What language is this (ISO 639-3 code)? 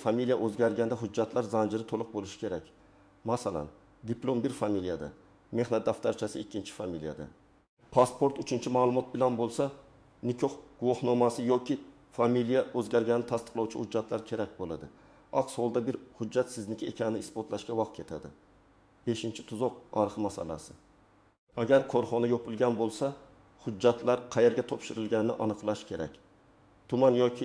uzb